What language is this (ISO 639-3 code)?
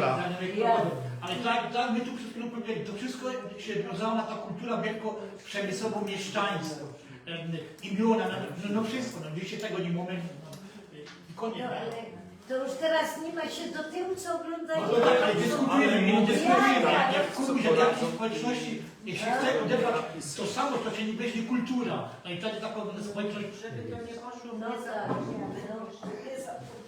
szl